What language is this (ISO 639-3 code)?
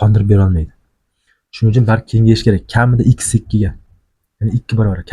uzb